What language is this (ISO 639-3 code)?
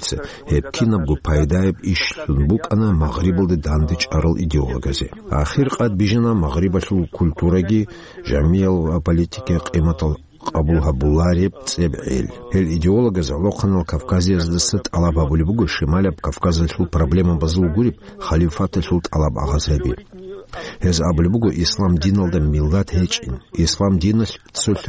ava